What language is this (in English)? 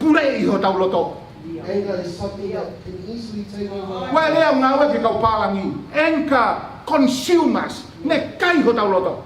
Tongan